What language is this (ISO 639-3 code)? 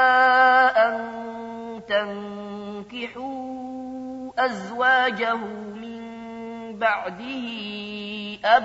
ara